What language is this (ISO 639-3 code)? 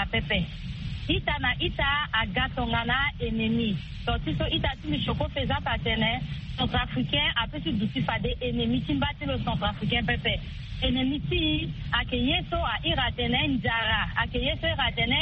sag